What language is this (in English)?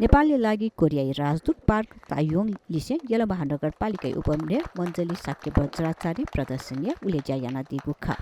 Newari